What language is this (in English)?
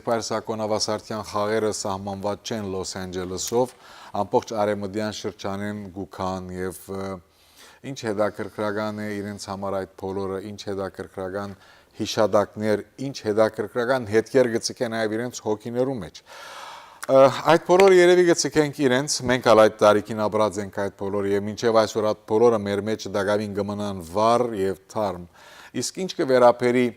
Western Armenian